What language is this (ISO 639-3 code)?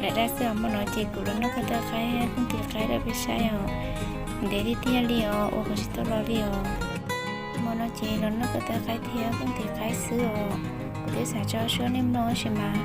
hmn